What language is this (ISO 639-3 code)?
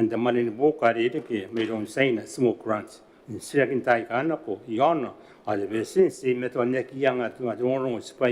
gil